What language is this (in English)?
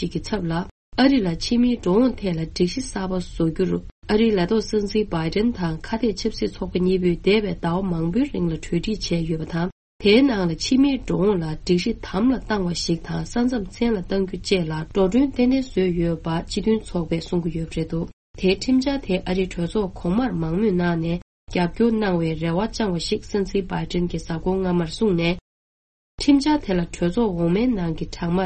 Tibetan